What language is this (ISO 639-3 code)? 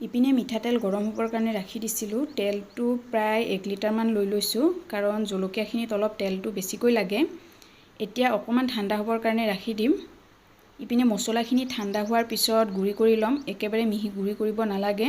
asm